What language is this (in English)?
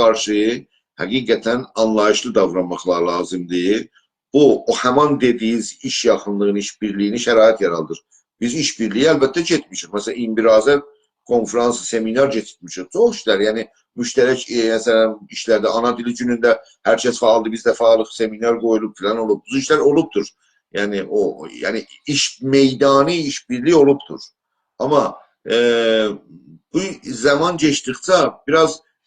South Azerbaijani